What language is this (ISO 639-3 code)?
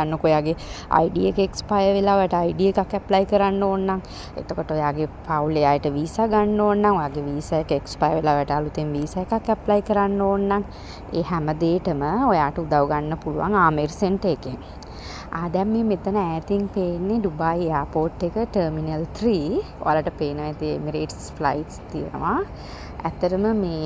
sin